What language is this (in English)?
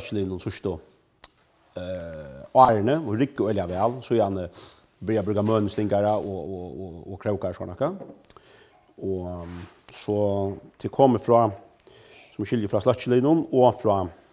Faroese